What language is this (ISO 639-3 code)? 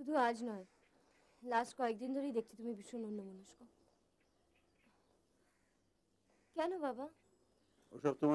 ben